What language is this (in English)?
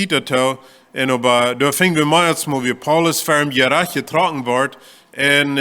Plautdietsch